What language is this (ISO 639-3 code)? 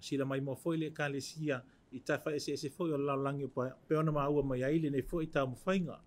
smo